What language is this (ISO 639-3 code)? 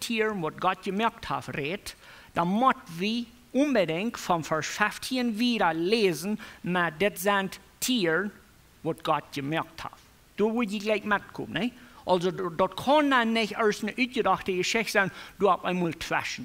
pdt